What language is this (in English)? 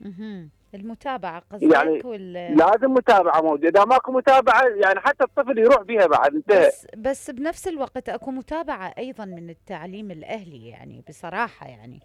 Mesopotamian Arabic